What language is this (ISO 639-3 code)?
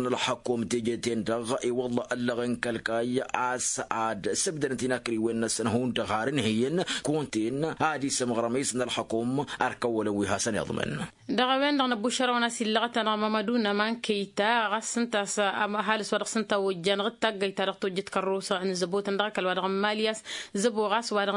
taq